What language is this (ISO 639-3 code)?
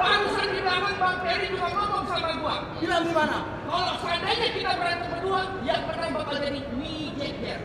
bew